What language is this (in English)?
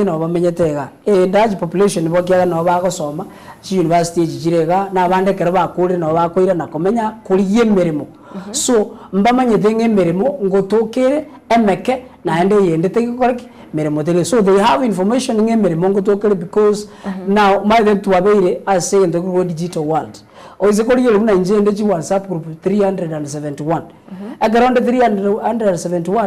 Gusii